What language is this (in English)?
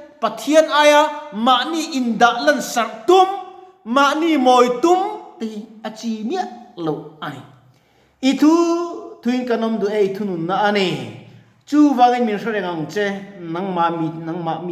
Mizo